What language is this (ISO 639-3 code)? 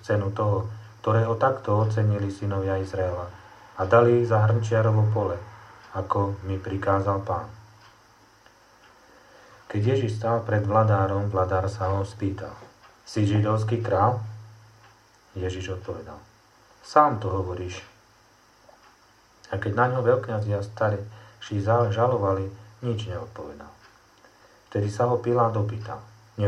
slk